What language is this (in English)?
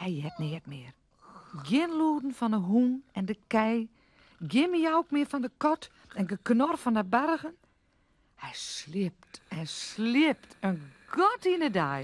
Western Frisian